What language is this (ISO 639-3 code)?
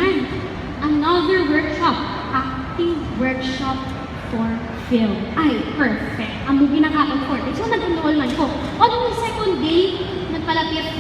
hil